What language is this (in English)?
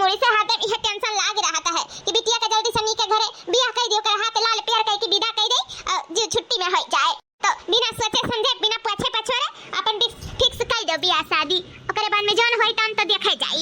Awadhi